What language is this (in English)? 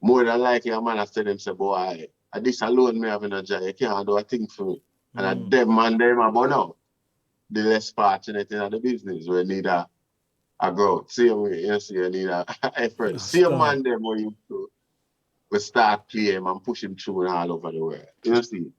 Jamaican Creole English